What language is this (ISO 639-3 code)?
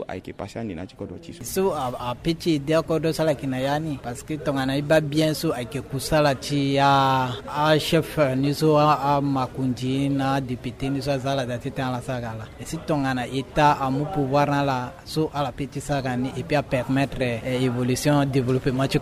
sag